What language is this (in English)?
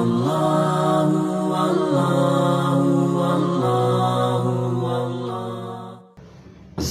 Sundanese